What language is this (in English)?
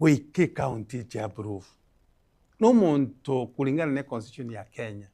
Gusii